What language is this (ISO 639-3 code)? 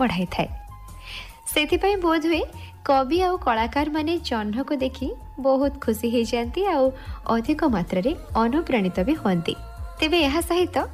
ori